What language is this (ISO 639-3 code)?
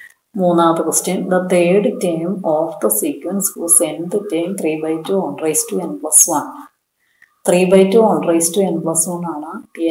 mal